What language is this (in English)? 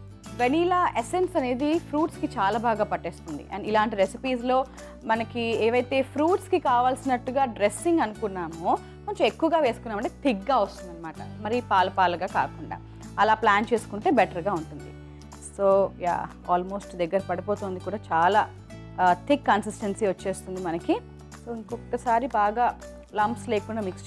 Telugu